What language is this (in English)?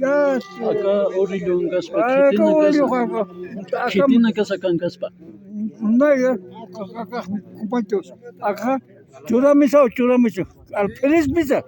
Aymara